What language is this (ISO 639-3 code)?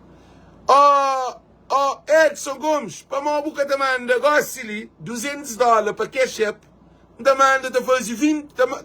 kea